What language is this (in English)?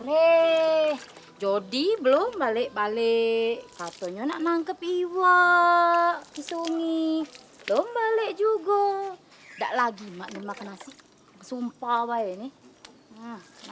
Musi